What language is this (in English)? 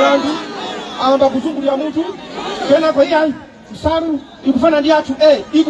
Nyanja